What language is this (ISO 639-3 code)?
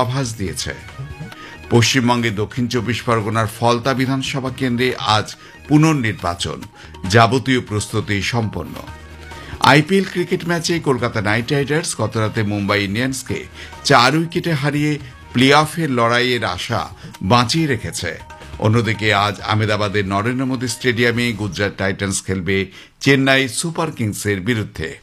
ben